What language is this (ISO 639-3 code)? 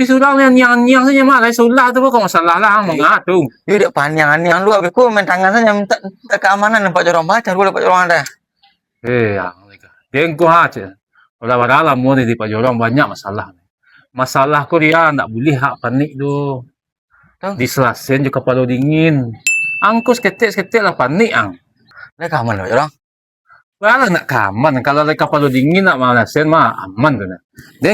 min